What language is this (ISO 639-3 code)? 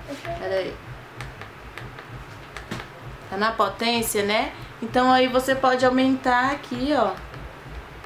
por